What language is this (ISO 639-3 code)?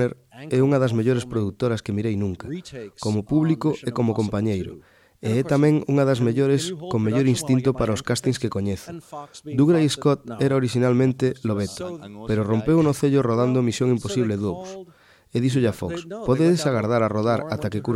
glg